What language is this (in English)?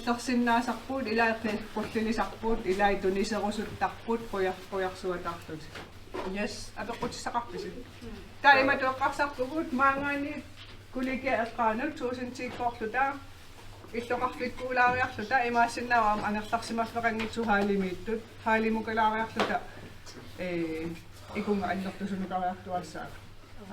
Kalaallisut